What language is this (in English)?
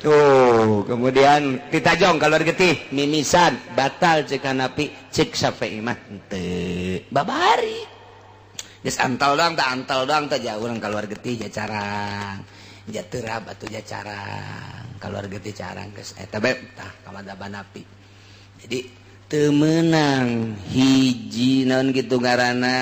Sundanese